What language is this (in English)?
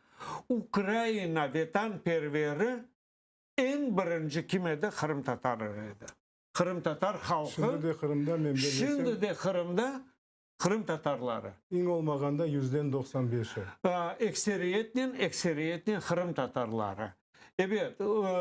Crimean Tatar